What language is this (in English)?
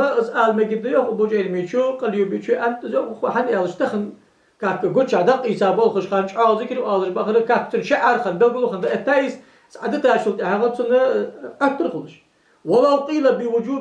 Ingush